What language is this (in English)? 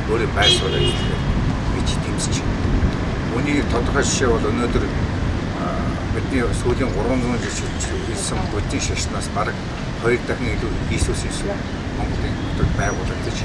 Mongolian